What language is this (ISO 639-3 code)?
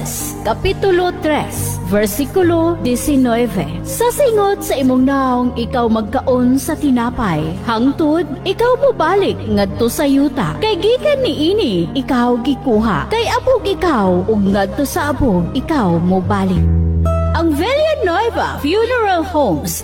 ceb